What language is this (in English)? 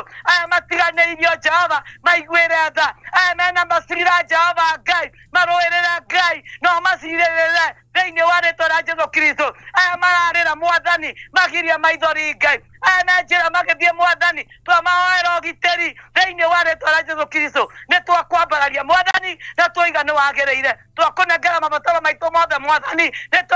Kikuyu